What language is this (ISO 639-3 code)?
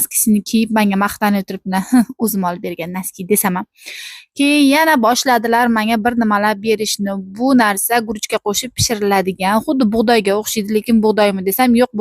uzb